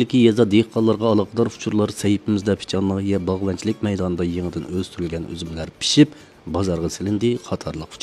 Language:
Uyghur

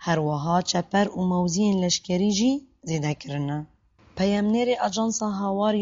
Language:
Kurdish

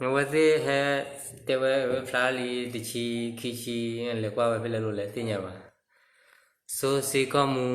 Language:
S'gaw Karen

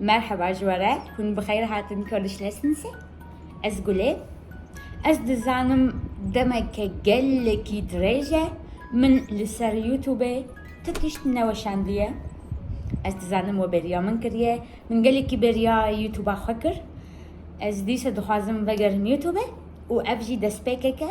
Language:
Kurdish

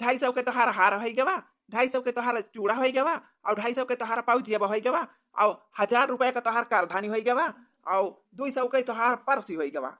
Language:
Awadhi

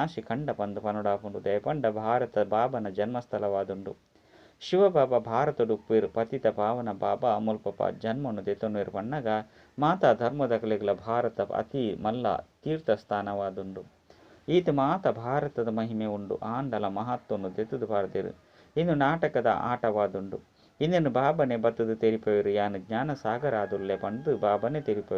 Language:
Tulu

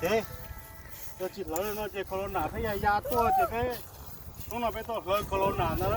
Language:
Hmong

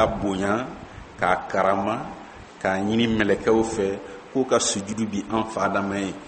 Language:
Bambara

